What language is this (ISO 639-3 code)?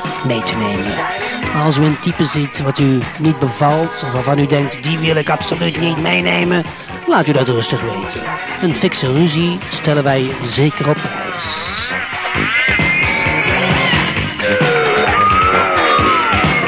nld